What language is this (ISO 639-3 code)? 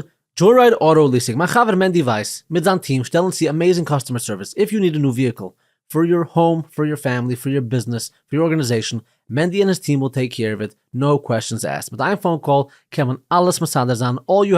yid